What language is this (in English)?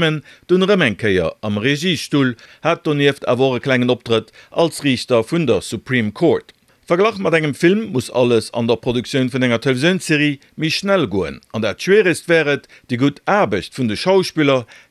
Luxembourgish